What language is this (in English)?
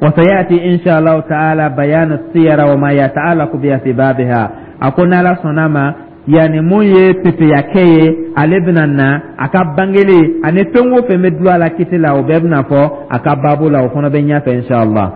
Dyula